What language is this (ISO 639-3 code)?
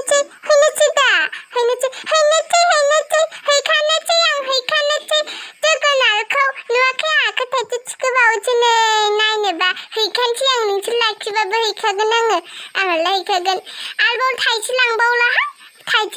brx